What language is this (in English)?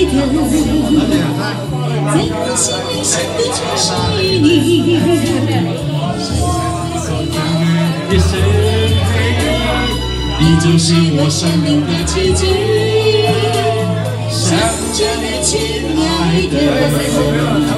Chinese